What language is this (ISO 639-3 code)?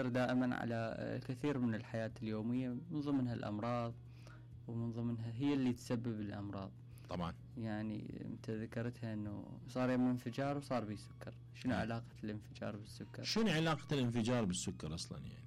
acm